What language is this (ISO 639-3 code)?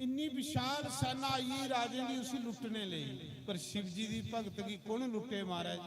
doi